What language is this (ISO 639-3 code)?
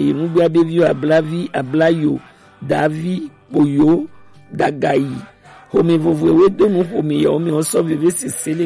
gej